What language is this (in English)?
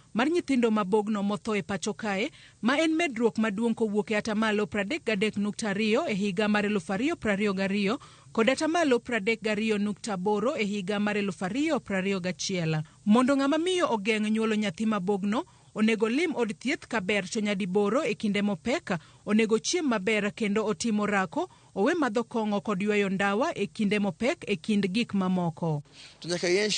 Luo (Kenya and Tanzania)